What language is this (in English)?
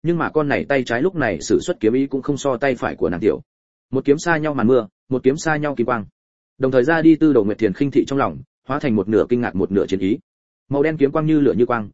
Vietnamese